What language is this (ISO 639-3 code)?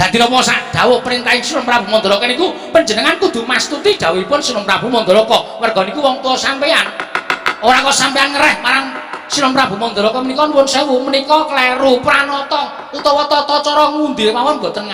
jav